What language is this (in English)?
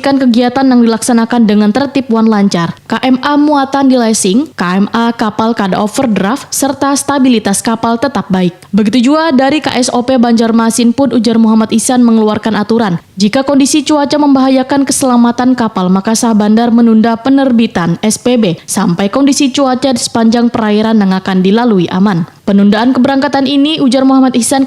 Banjar